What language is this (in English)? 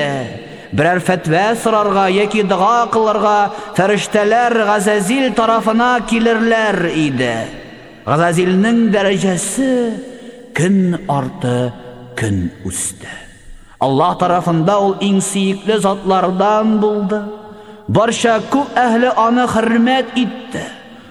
Tatar